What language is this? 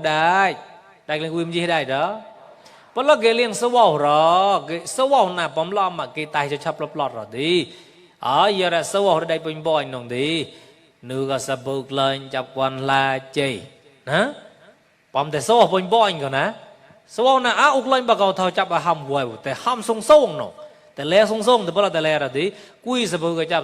Mon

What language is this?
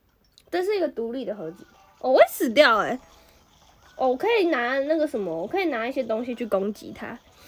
Chinese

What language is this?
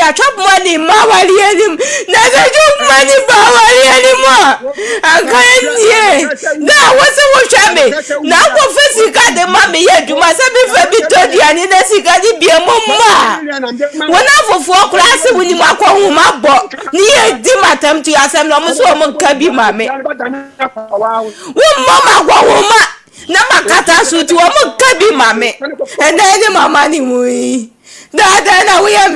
Akan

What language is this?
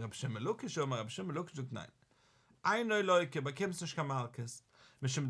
Yiddish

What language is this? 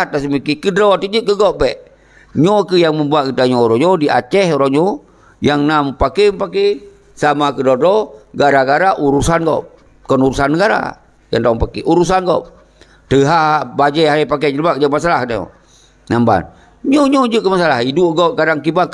Achinese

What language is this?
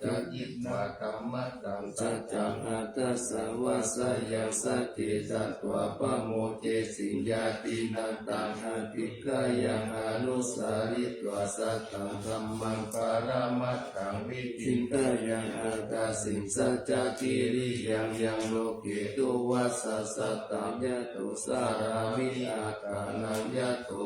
Pali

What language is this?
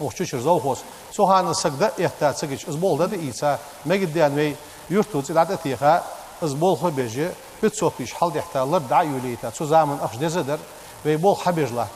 Ingush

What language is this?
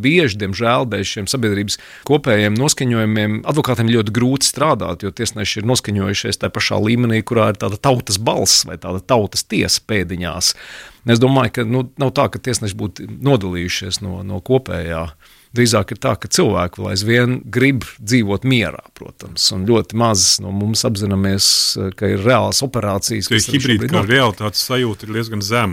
Latvian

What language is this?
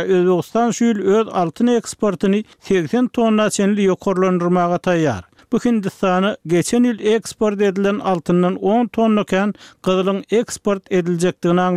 Turkmen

